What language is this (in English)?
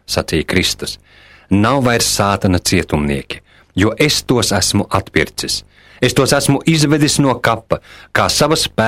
Latvian